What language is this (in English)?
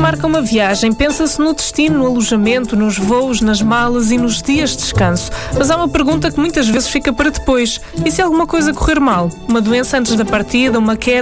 Portuguese